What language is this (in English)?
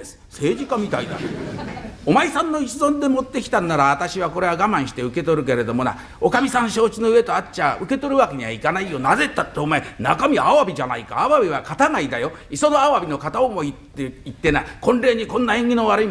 Japanese